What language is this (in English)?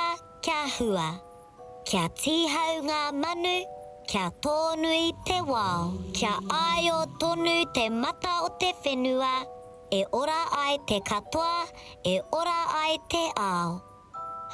Māori